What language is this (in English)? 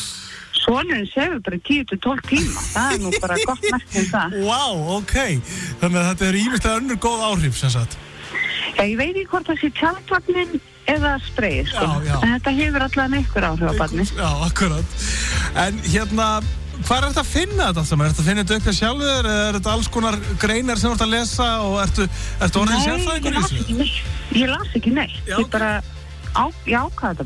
Icelandic